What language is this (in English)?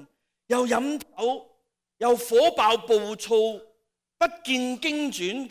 Cantonese